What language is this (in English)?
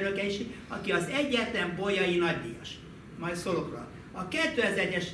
Hungarian